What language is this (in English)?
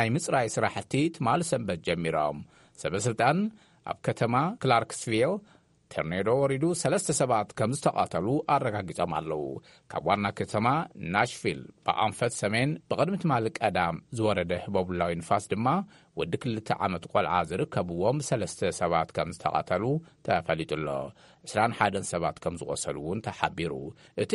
Tigrinya